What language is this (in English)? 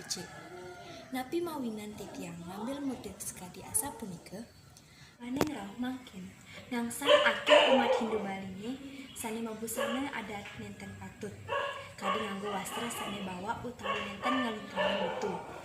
Balinese